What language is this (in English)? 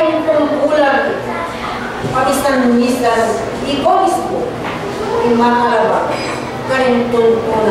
Pampanga